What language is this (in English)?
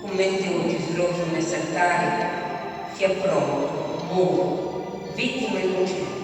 Sardinian